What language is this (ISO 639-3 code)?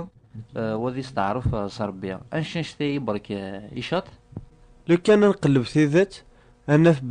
kab